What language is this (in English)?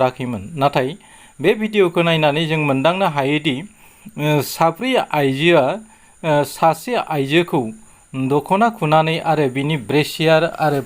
Bodo